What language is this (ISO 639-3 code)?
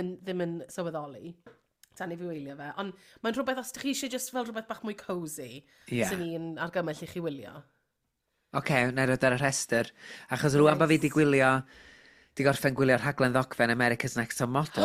cym